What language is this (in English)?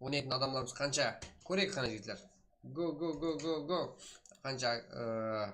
Kara-Kalpak